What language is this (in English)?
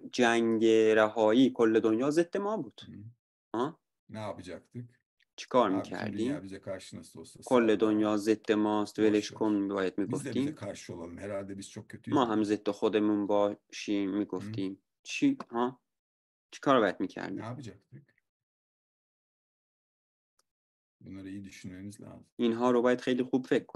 Persian